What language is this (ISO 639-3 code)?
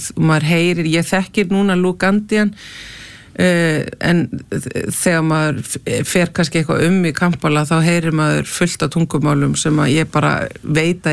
isl